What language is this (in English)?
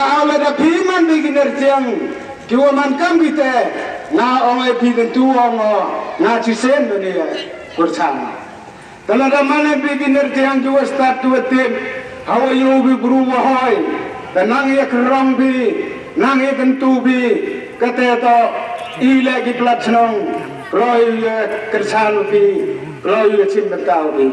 Khasi